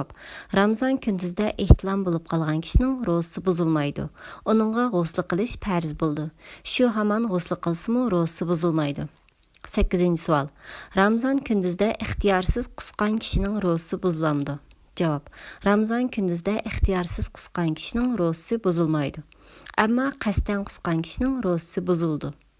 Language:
Uyghur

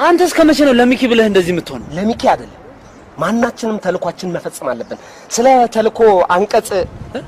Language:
Amharic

